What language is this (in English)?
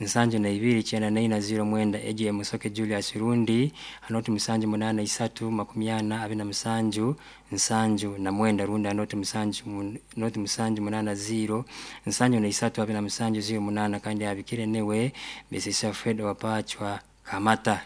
Nyoro